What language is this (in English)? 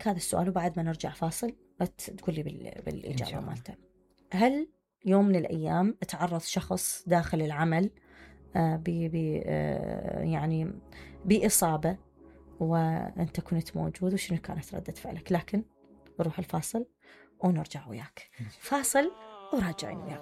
Mesopotamian Arabic